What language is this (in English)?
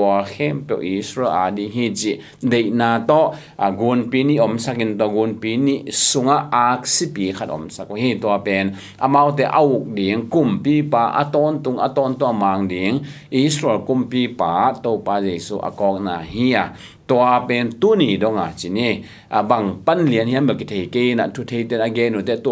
Tedim Chin